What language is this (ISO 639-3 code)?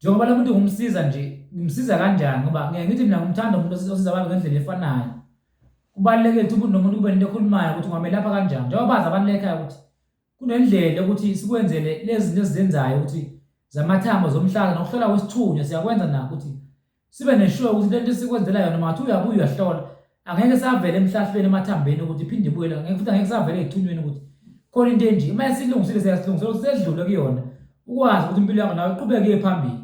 zul